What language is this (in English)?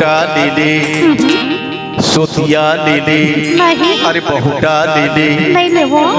Chhattisgarhi